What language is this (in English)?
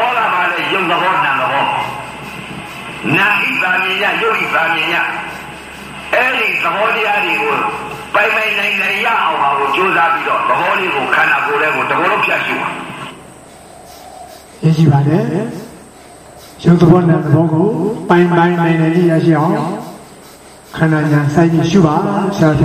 Burmese